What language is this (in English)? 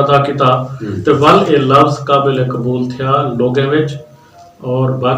Saraiki